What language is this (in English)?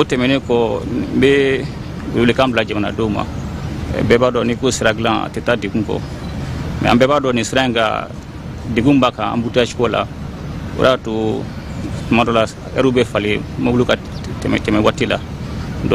Bambara